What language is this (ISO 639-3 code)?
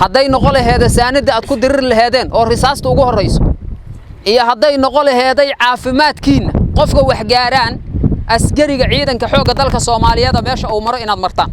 som